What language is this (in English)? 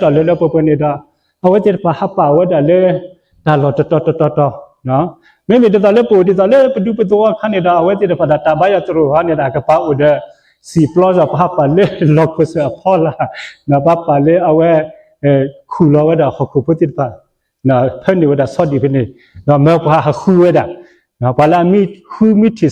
S'gaw Karen